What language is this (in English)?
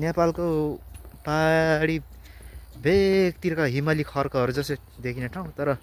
Nepali